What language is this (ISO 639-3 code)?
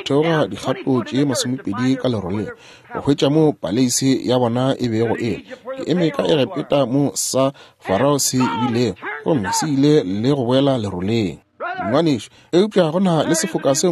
nso